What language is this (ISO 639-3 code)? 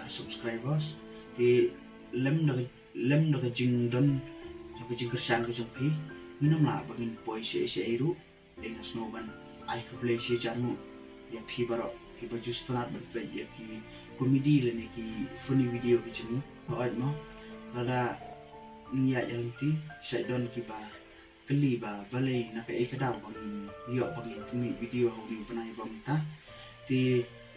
kha